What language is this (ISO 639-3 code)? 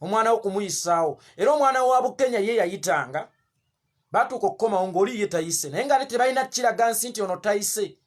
lug